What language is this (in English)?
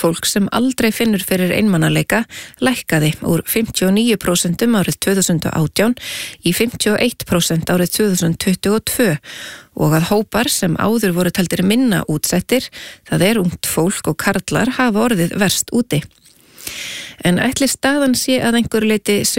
Icelandic